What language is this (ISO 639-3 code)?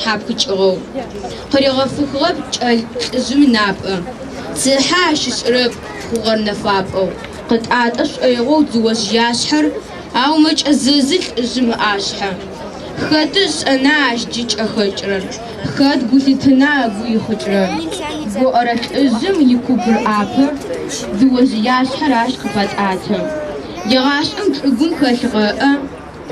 ady